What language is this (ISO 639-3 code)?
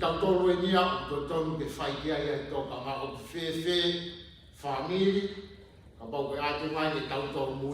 ton